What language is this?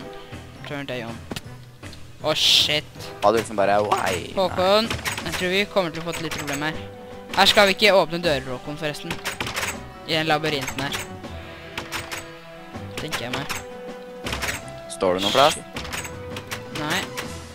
Norwegian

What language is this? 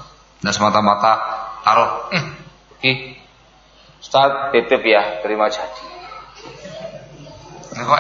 Indonesian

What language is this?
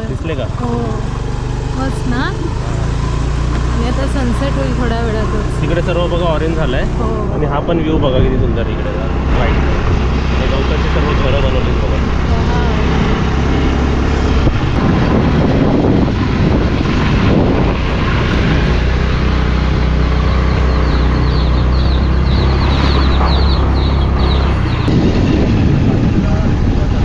Marathi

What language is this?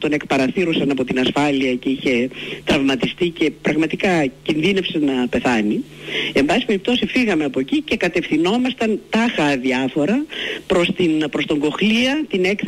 Greek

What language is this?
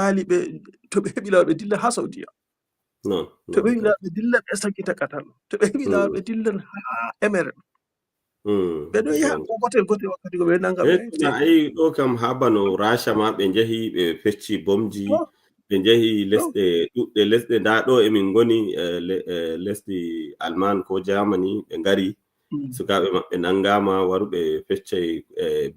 Fula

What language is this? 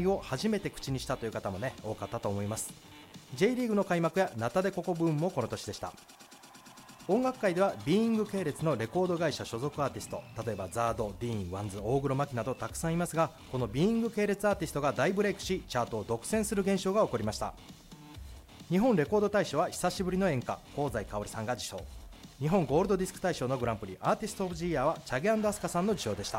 Japanese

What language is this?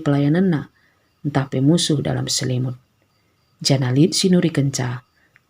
Batak Karo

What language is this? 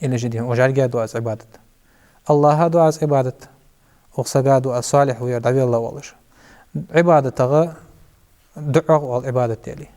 Ingush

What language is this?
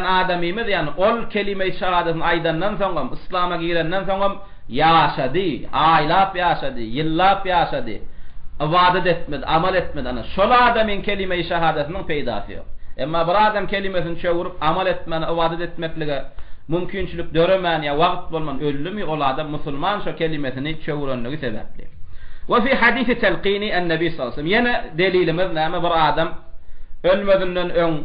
Turkmen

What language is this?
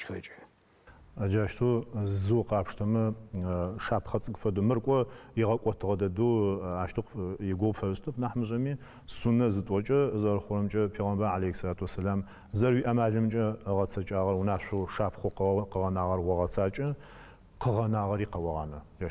Adyghe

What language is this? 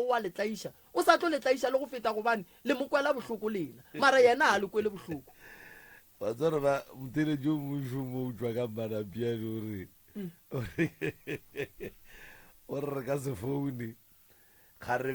Northern Sotho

